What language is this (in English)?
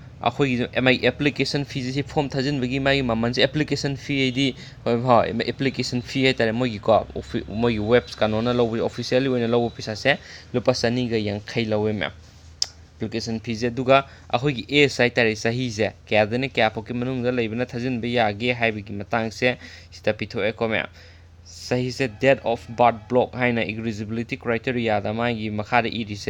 Manipuri